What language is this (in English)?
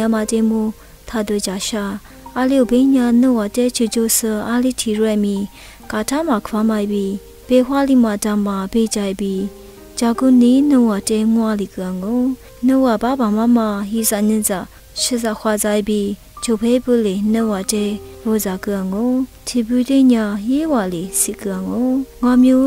Lisu